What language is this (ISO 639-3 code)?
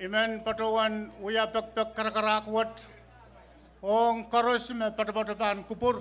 pon